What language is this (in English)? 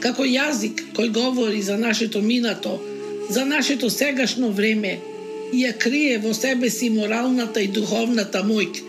Macedonian